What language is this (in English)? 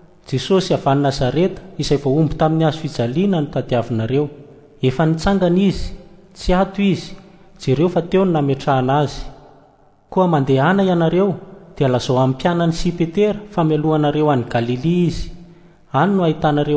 Malagasy